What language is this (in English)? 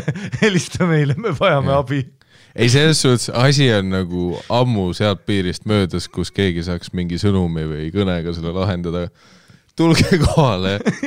Estonian